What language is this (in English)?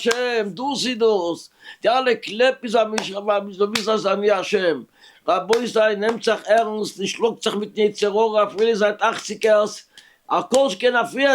Yiddish